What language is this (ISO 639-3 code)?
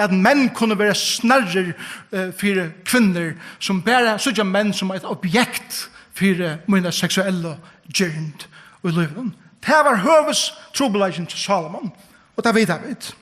fao